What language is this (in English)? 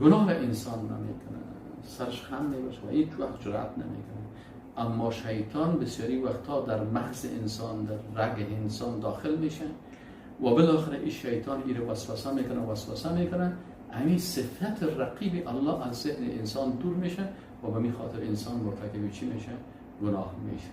Persian